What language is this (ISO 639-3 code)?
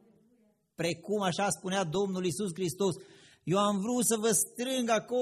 ron